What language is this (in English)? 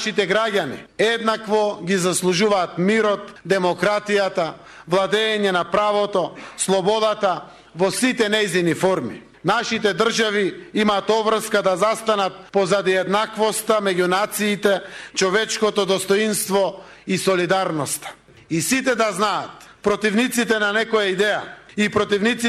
Macedonian